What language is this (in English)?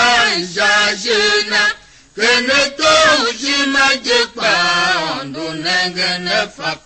Tiv